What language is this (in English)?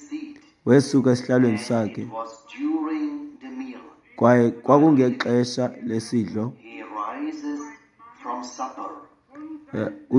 Xhosa